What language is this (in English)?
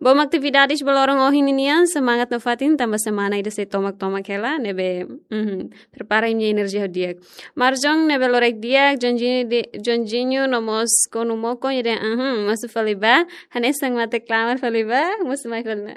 Tetum